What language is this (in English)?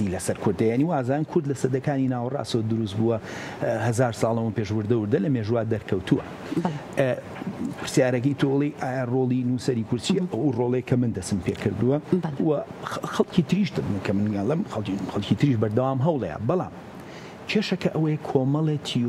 Central Kurdish